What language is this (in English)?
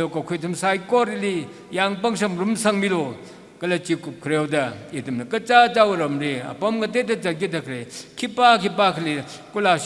Tangkhul Naga (India)